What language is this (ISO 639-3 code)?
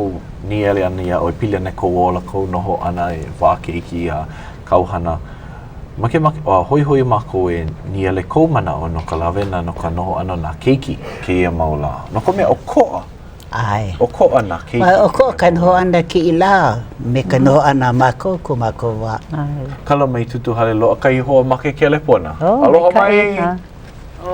haw